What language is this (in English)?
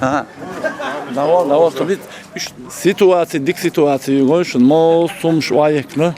Chechen